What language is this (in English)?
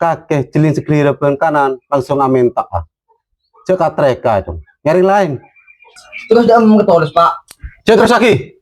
Madurese